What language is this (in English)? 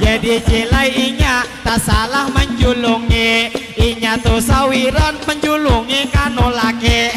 Banjar